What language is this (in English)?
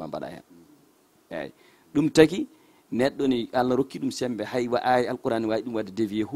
Fula